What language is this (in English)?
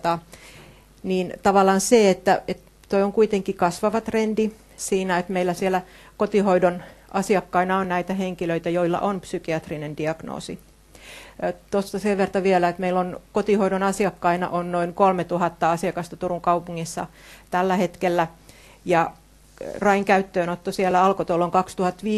Finnish